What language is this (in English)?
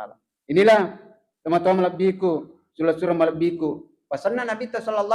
Buginese